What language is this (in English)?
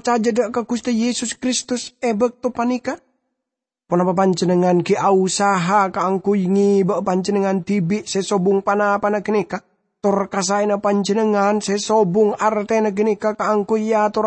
Madurese